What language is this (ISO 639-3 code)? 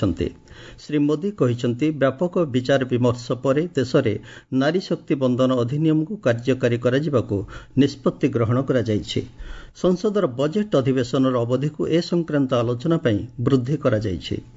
ori